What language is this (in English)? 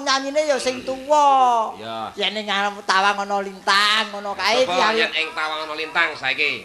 Javanese